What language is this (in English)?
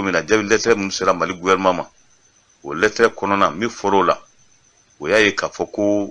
Bambara